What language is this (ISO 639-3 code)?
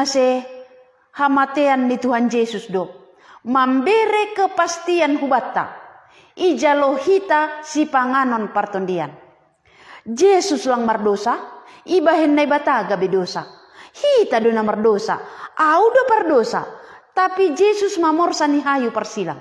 bts